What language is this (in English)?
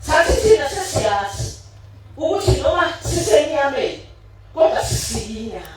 Zulu